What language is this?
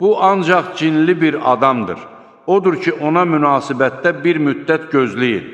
Azerbaijani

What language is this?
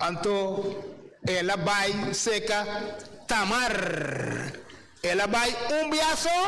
Papiamento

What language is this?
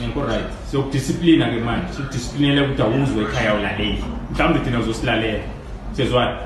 Zulu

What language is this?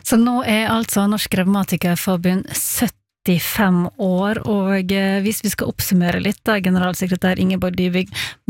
Norwegian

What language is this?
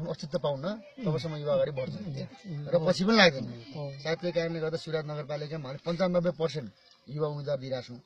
Nepali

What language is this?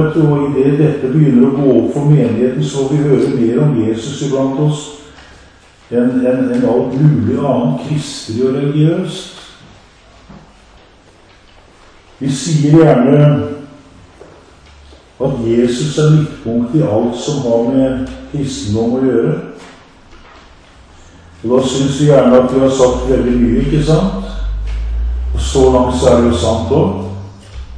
Norwegian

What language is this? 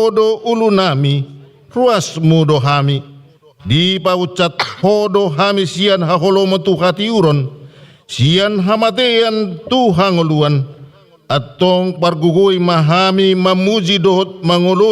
Batak Toba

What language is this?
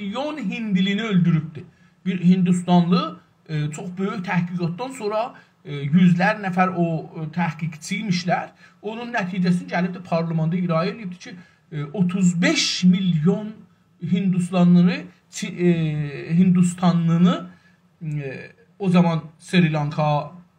South Azerbaijani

